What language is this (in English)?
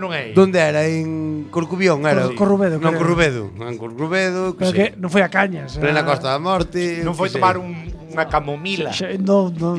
Galician